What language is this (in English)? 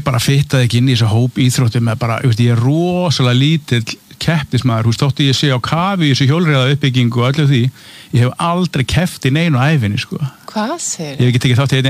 Icelandic